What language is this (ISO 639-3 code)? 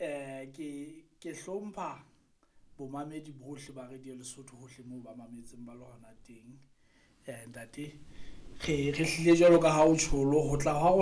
sot